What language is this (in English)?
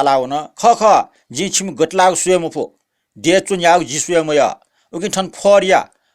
Newari